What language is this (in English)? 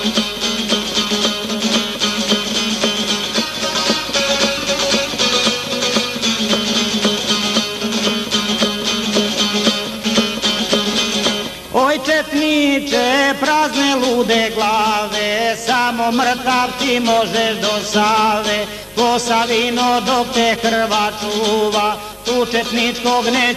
Croatian